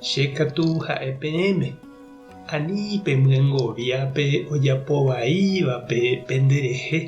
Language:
Guarani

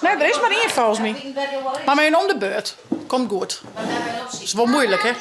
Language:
Western Frisian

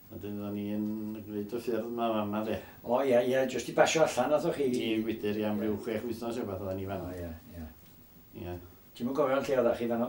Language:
Welsh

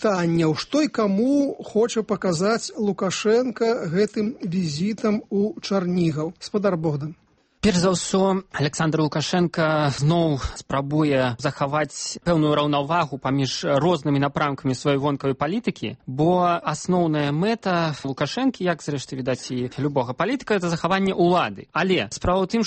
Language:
Belarusian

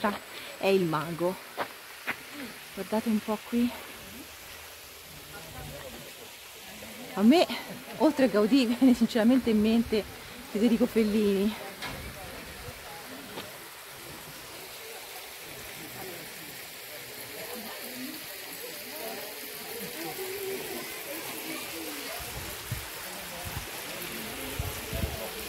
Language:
Italian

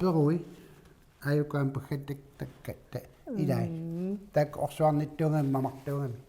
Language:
Kalaallisut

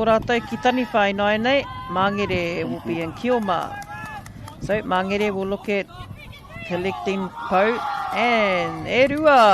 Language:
Māori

